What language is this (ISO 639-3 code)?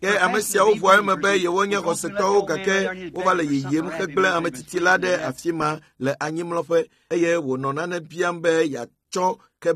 ewe